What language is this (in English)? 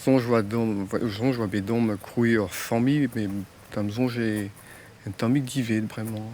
Breton